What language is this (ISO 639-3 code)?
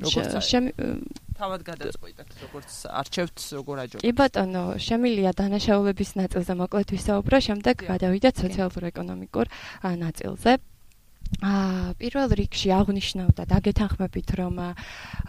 kat